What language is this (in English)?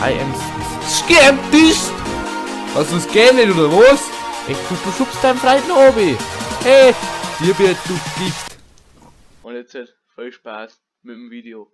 Bavarian